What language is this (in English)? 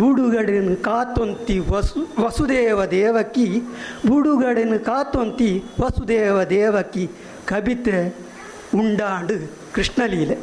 Tulu